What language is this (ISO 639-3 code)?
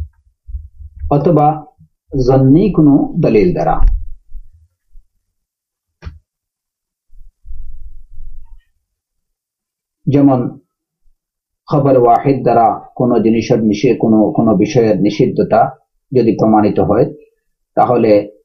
ben